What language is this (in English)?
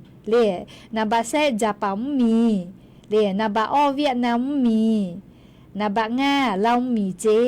Lahu